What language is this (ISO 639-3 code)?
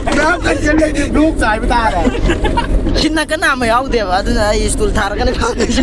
mni